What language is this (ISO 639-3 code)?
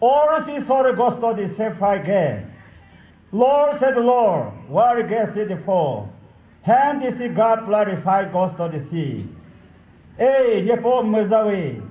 nri